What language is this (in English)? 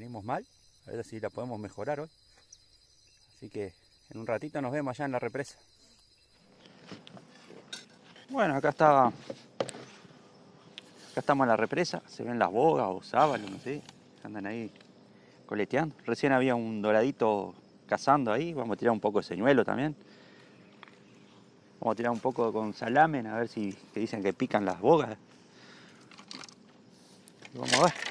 Spanish